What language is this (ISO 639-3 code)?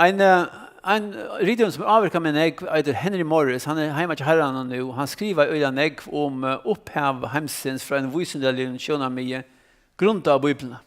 fao